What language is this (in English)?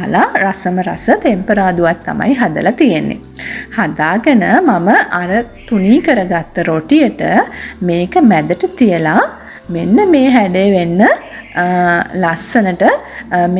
Sinhala